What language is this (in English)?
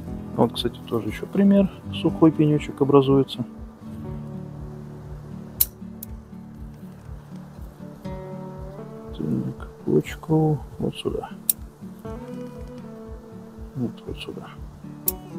Russian